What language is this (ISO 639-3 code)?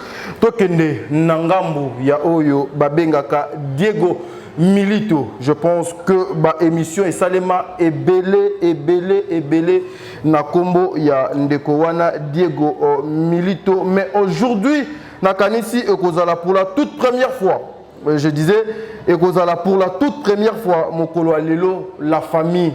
lin